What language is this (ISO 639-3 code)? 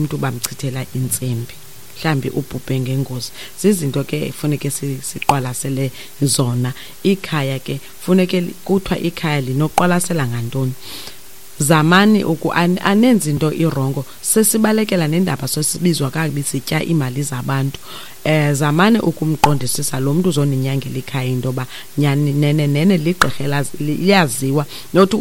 xho